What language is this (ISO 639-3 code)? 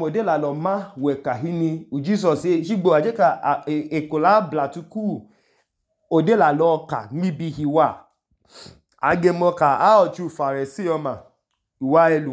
idu